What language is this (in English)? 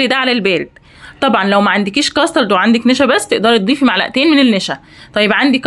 Egyptian Arabic